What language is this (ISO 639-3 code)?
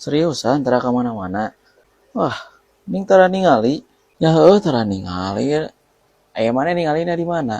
sun